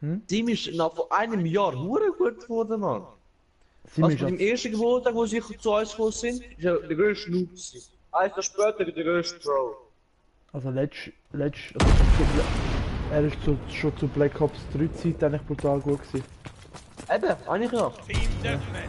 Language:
Swiss German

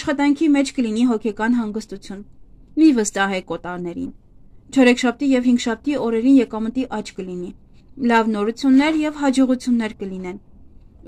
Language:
Armenian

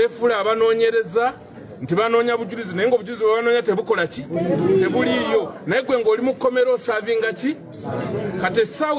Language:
Ganda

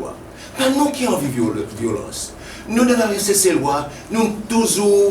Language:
Seselwa Creole French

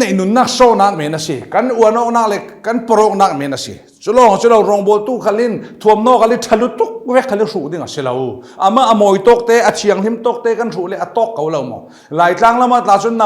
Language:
Falam Chin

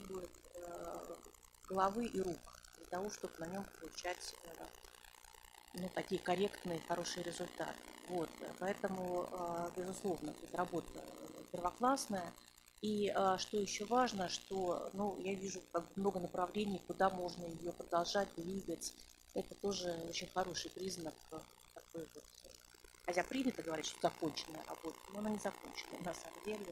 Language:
Russian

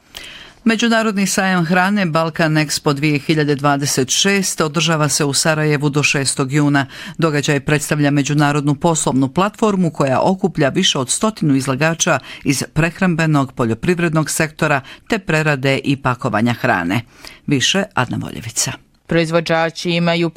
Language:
Bosnian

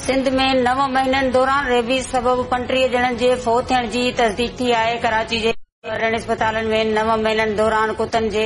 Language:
Sindhi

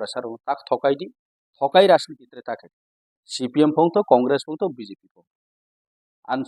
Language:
Riang (India)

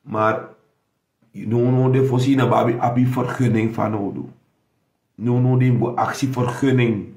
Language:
Sranan Tongo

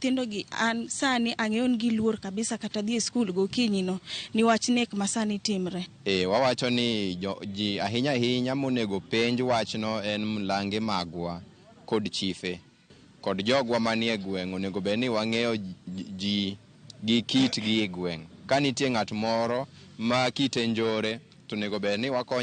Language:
Luo (Kenya and Tanzania)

